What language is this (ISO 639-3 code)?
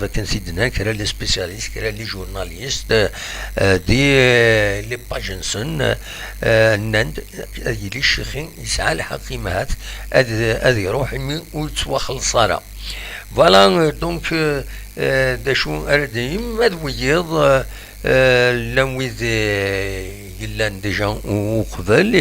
kab